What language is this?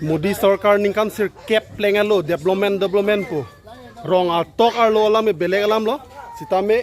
Karbi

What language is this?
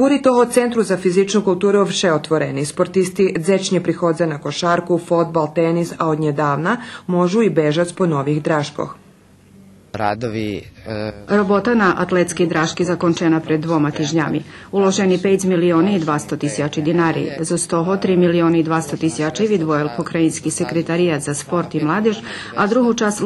Rusyn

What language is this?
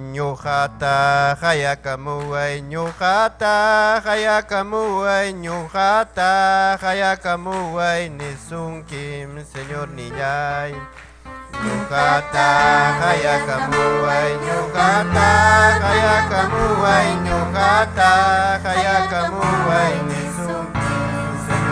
Ayacucho Quechua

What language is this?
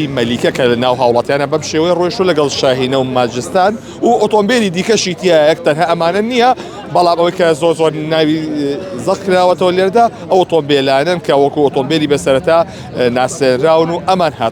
Central Kurdish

